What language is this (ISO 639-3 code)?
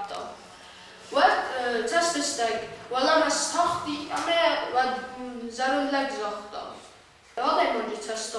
oss